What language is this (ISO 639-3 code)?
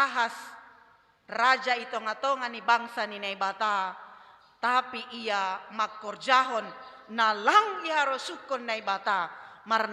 bts